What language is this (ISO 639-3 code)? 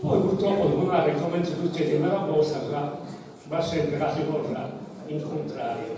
srd